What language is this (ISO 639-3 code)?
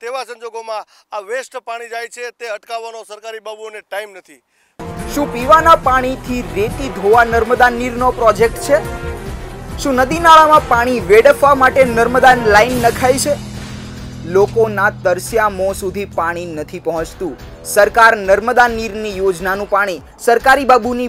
guj